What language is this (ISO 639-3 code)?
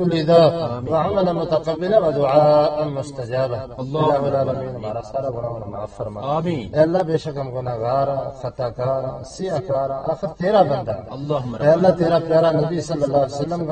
gju